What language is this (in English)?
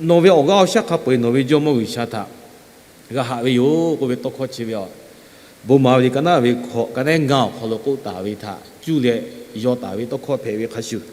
Lahu